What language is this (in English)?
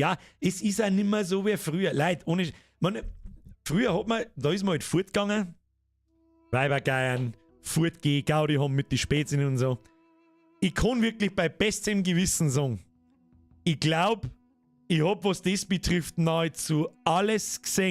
Bavarian